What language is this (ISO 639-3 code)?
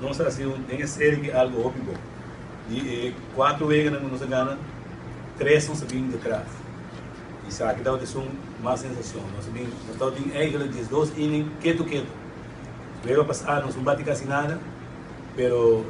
pap